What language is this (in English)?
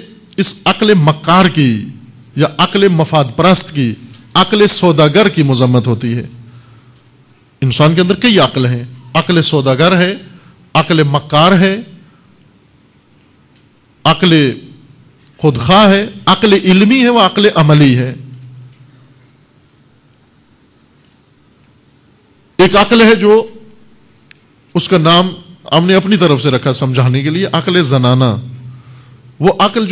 Urdu